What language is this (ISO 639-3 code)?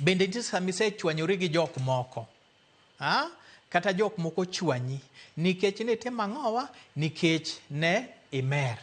luo